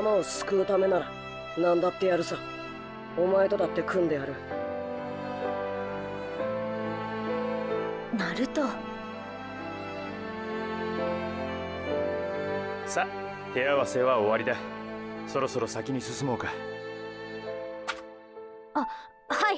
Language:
Japanese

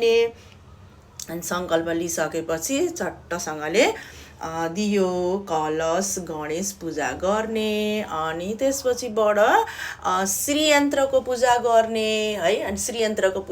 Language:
Nepali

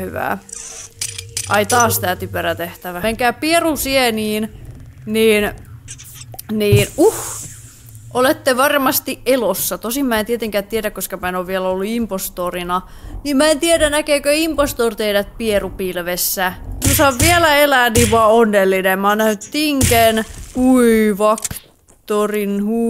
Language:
Finnish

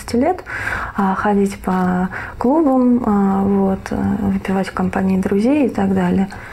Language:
Russian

